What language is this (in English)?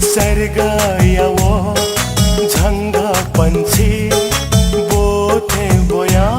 Newari